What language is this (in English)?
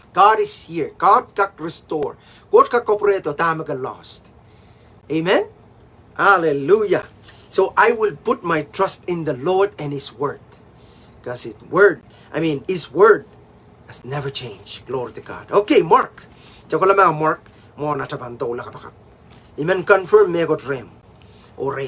Pohnpeian